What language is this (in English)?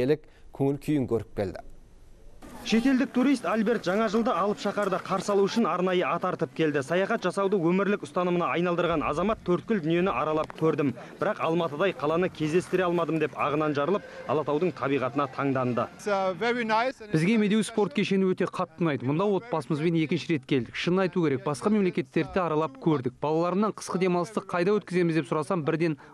Kazakh